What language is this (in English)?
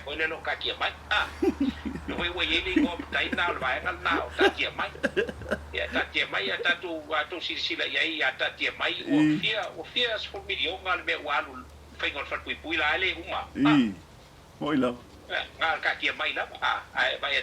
Samoan